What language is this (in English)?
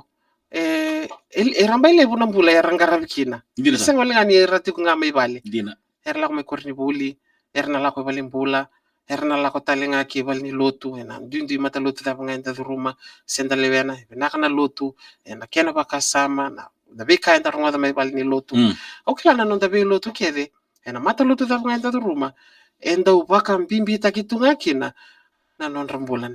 Fijian